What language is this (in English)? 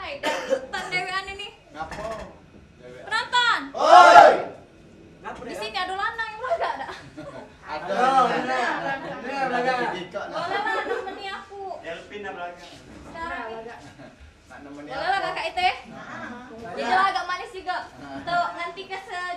Musi